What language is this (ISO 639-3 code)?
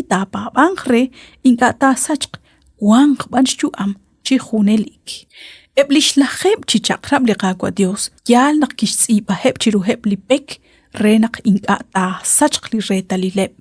kek